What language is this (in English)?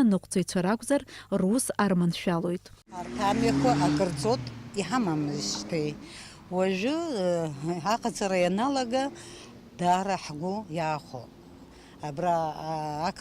Abkhazian